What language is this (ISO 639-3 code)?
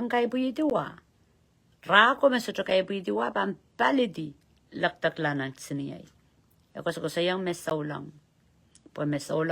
pon